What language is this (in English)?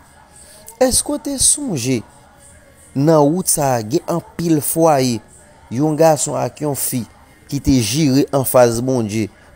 Haitian Creole